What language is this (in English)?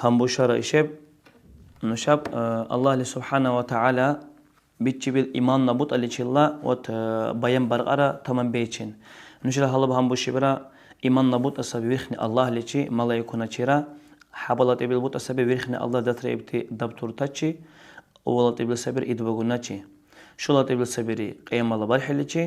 Dargwa